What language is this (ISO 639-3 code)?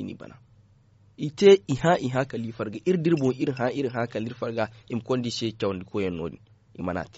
dje